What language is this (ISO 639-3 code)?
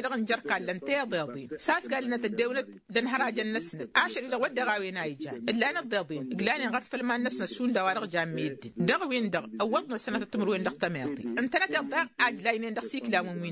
taq